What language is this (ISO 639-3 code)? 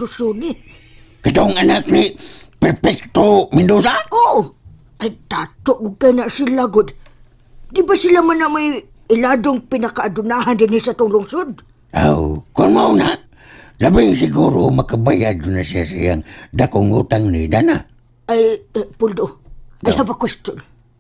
ceb